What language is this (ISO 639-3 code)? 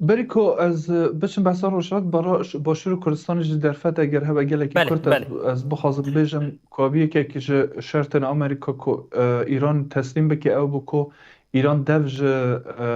kur